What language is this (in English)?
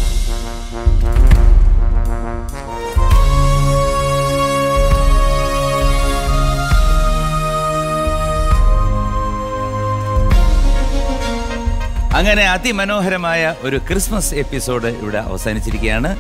Malayalam